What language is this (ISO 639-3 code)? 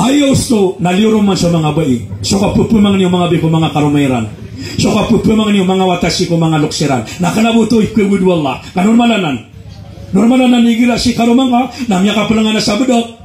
mrw